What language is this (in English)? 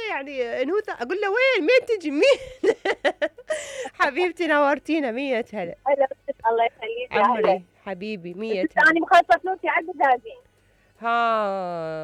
Mesopotamian Arabic